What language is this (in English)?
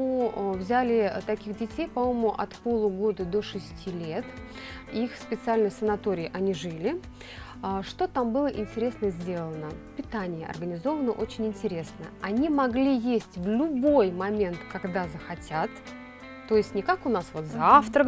Russian